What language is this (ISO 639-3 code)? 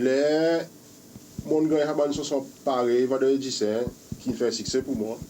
crs